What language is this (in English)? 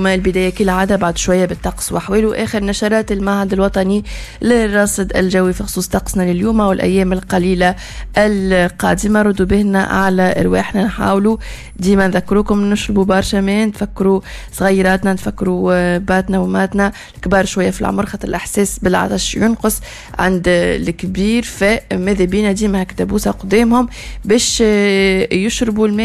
Tunisian Arabic